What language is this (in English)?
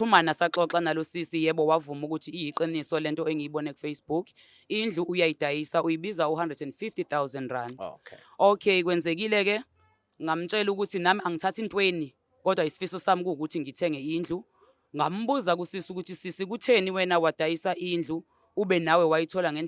Zulu